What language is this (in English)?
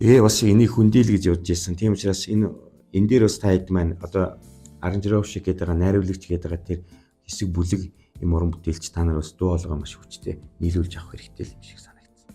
Mongolian